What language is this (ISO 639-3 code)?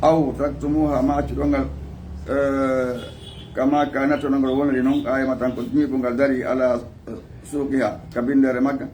ful